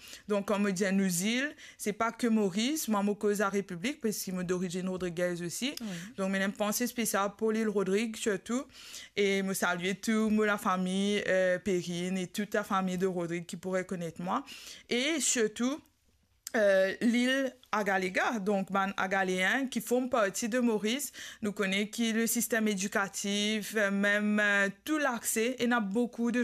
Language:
Morisyen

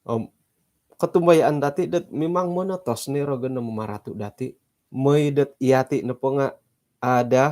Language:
Central Dusun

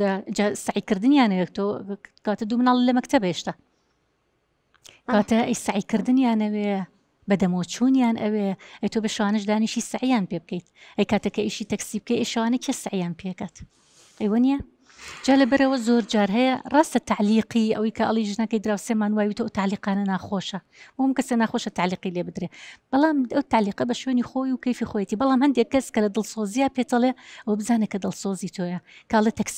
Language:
Central Kurdish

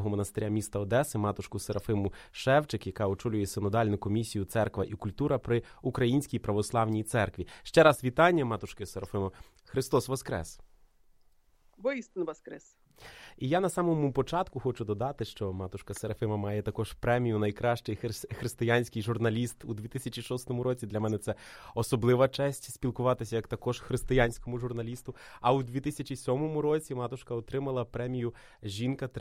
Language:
Ukrainian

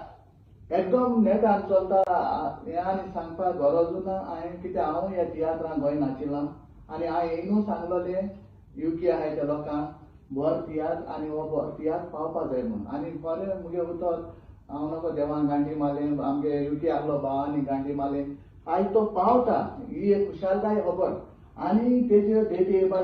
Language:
Konkani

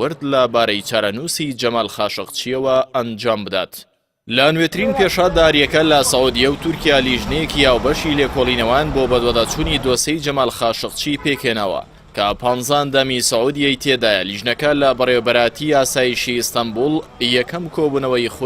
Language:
Central Kurdish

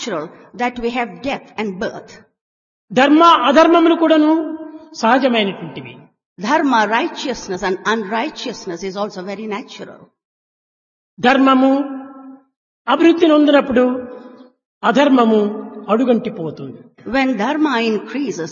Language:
Telugu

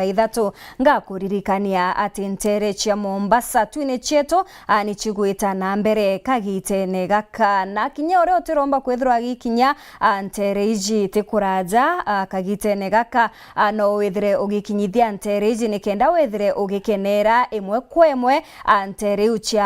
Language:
Meru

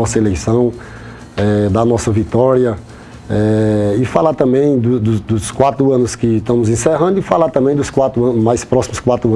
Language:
Portuguese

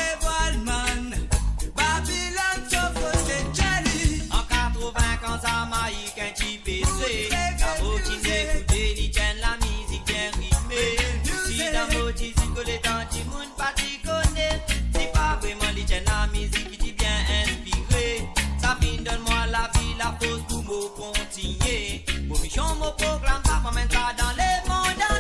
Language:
Morisyen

